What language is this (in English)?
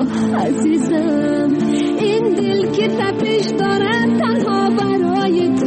Persian